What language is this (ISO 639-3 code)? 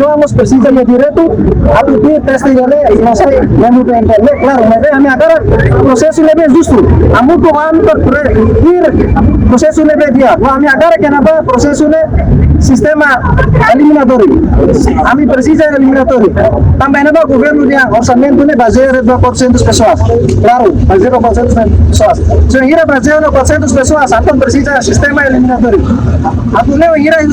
tet